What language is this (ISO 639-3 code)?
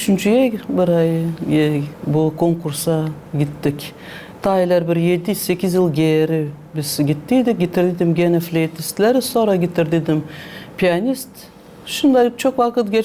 gag